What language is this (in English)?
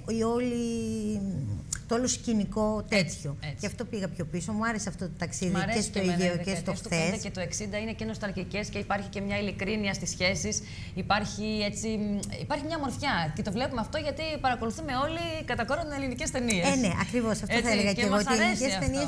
Greek